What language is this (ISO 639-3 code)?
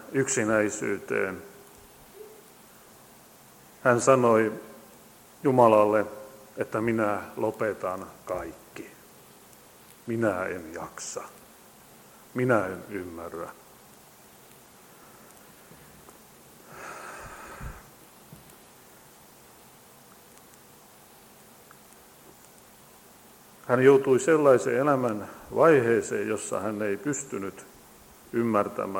fin